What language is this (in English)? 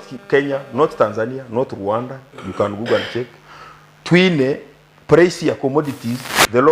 Nyankole